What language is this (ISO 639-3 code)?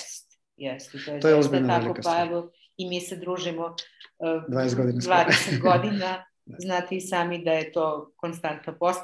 srp